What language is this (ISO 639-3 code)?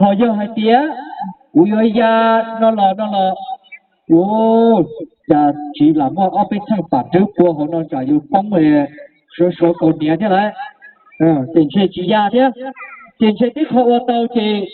hmn